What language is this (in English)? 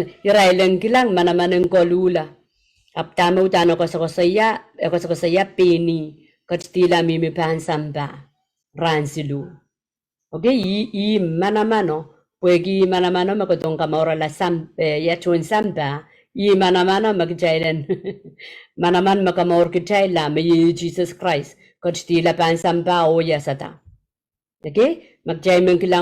Pohnpeian